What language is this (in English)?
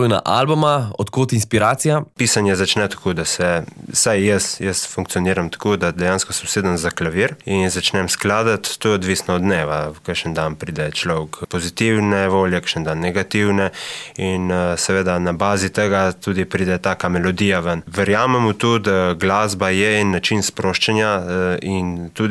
Slovenian